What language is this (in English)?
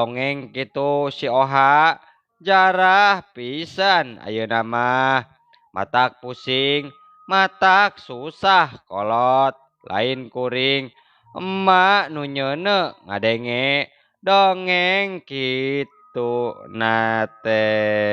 Sundanese